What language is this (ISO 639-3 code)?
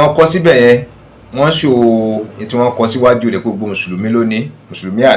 yor